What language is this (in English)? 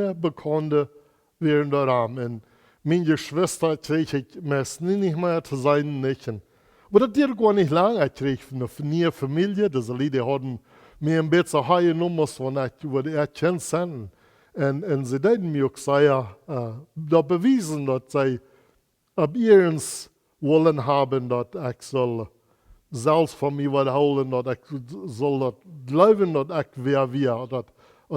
Plautdietsch